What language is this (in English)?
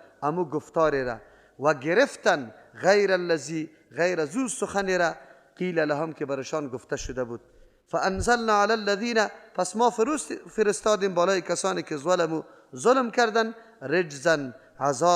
Persian